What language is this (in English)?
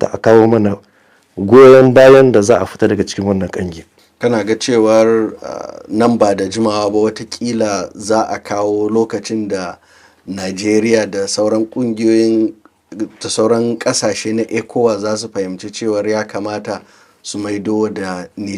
Hausa